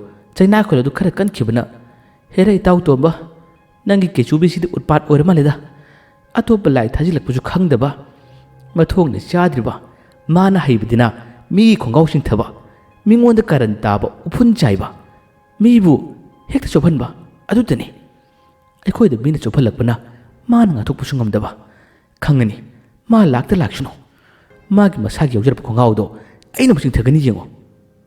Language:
Manipuri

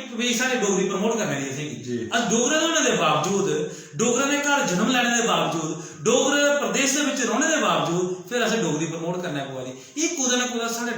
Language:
Dogri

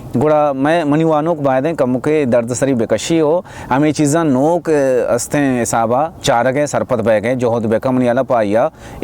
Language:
Baluchi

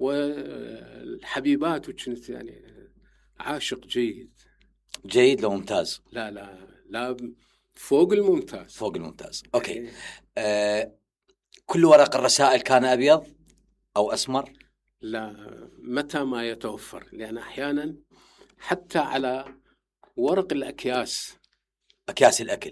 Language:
Mesopotamian Arabic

